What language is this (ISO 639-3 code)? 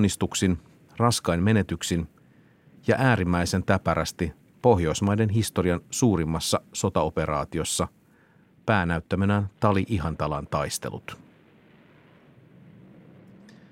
fin